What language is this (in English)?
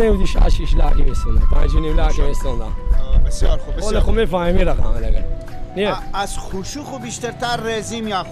Persian